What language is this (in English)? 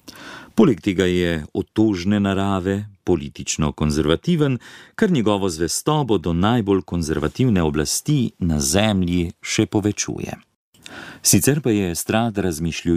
Slovenian